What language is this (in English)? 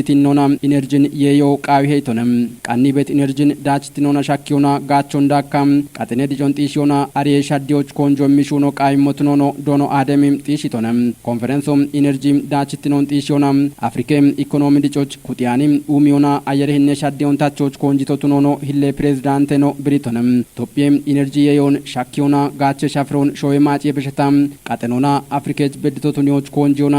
Kafa